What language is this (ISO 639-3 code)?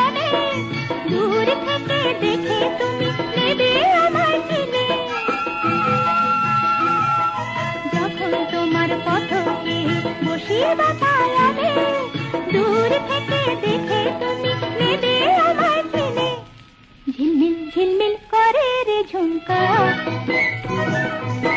ben